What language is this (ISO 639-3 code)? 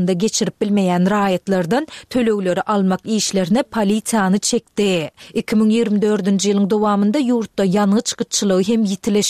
tuk